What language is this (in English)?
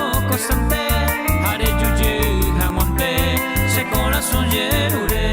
Guarani